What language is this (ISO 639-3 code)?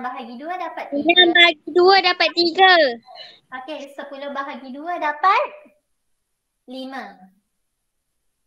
msa